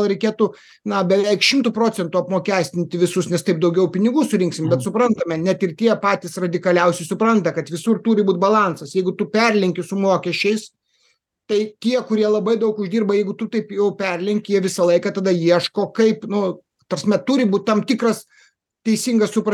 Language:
Lithuanian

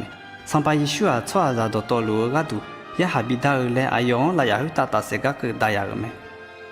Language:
Akha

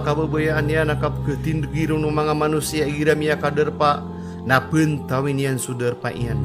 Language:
Maranao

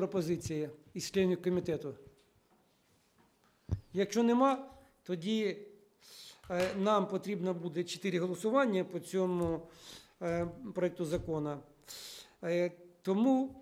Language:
Ukrainian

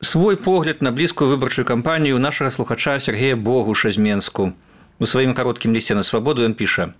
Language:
Belarusian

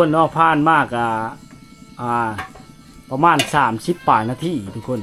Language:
Lao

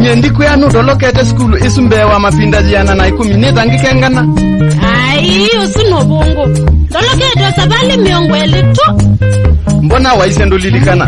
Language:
Kamba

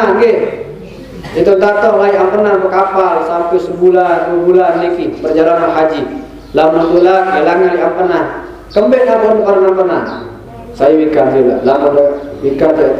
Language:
Sasak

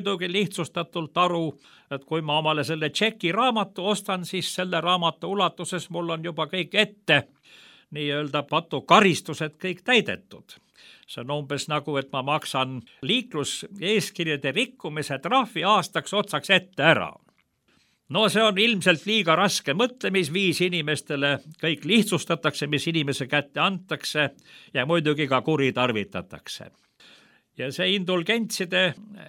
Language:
Estonian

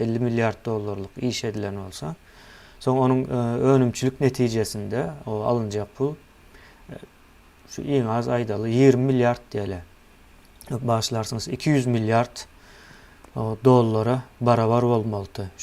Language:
Turkmen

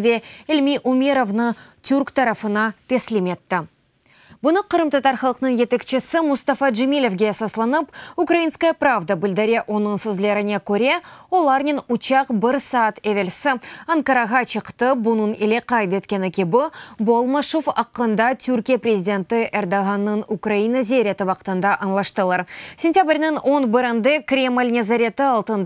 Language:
Crimean Tatar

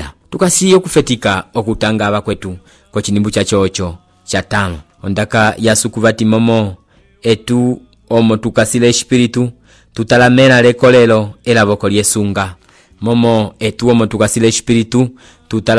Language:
Umbundu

